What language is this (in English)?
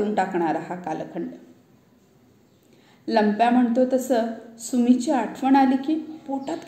Marathi